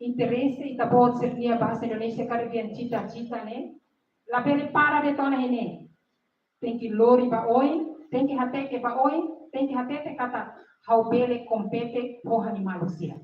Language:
Tetum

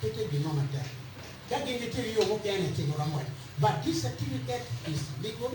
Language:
Acoli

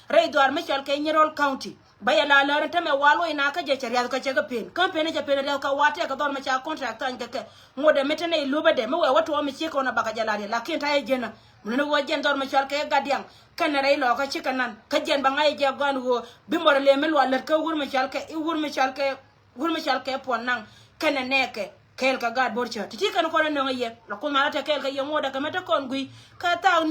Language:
Nuer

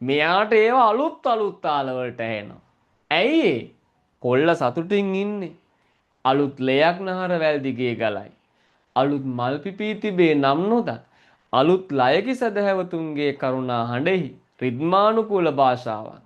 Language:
Sinhala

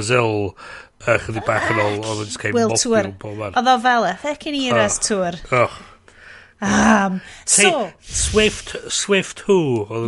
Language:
Welsh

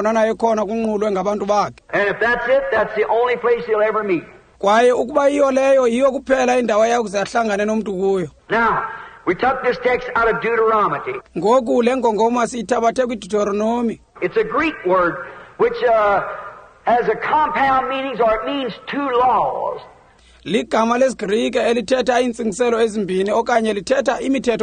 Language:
Xhosa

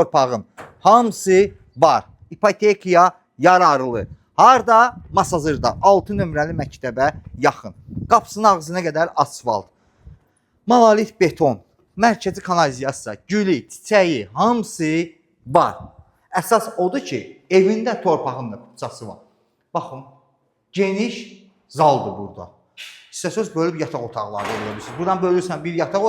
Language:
Azerbaijani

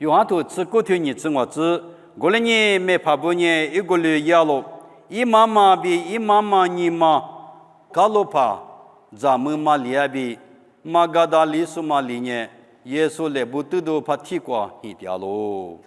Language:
Lisu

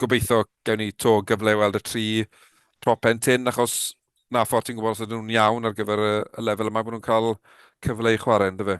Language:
Welsh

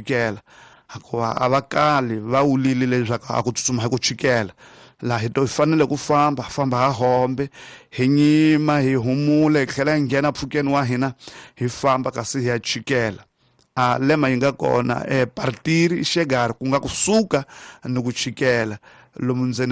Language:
Tsonga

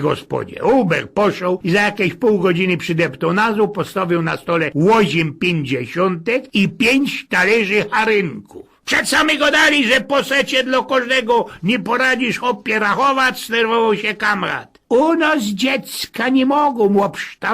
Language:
Silesian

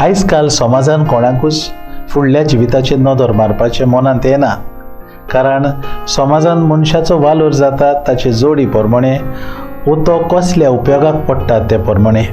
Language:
Konkani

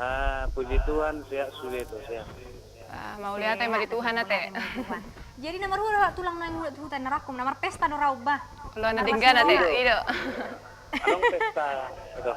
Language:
Batak Toba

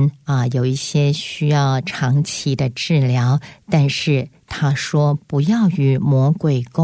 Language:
Chinese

